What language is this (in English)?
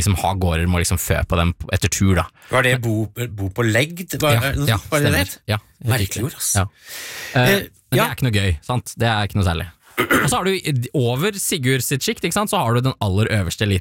Norwegian